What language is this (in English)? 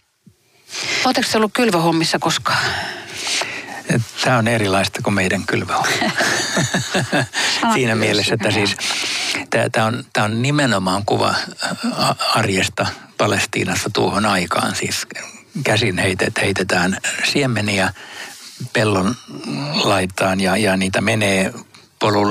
Finnish